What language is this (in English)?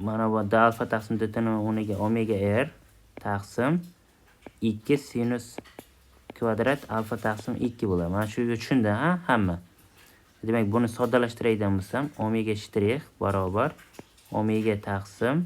Uzbek